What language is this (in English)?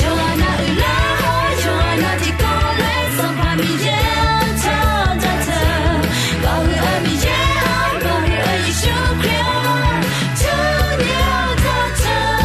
Akha